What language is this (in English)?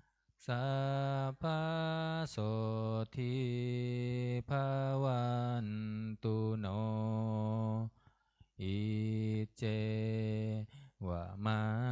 Pali